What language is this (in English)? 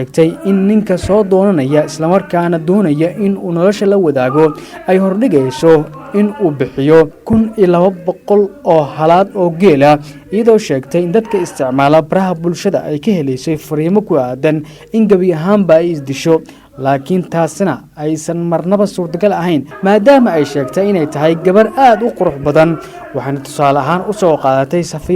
Somali